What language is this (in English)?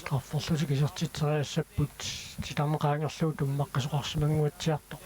Kalaallisut